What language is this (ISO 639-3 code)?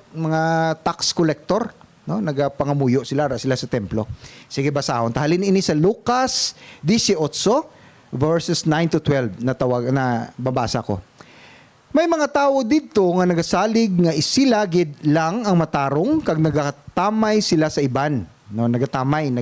hil